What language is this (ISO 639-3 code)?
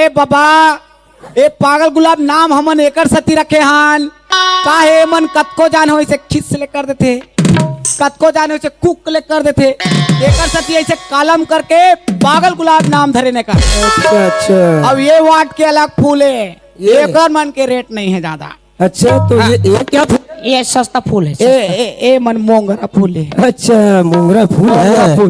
hne